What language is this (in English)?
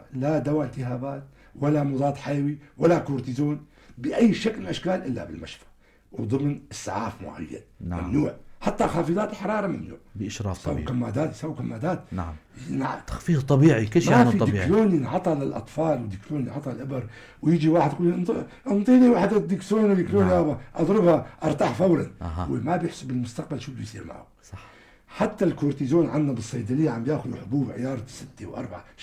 North Levantine Arabic